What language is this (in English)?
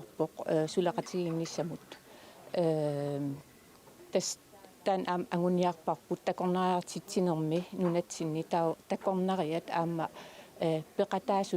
Kalaallisut